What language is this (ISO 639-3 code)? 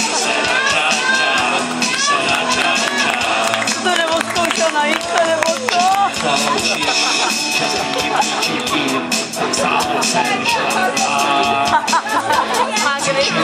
ces